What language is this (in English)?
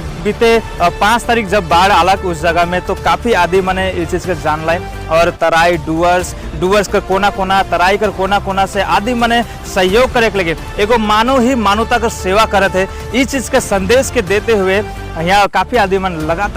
Sadri